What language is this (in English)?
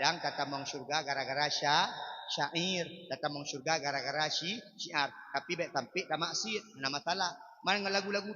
Achinese